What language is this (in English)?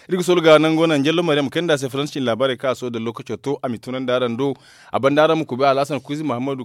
Zarma